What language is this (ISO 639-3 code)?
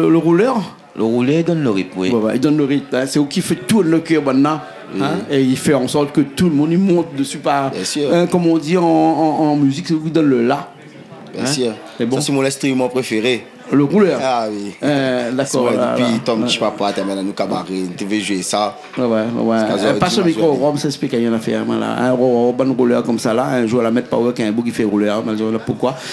rcf